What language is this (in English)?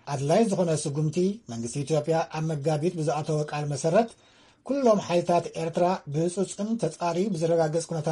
Tigrinya